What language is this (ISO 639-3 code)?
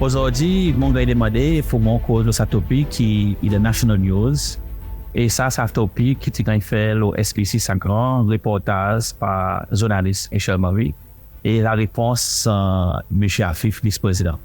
crs